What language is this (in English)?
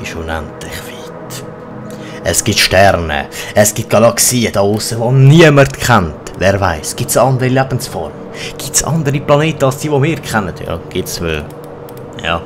Swiss German